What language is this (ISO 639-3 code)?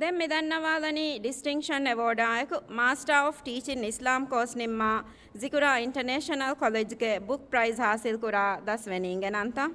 div